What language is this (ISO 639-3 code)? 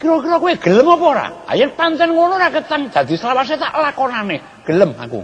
jav